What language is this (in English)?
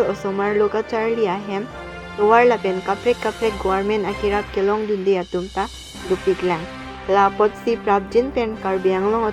Karbi